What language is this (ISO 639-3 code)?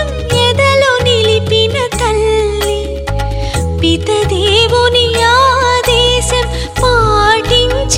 tel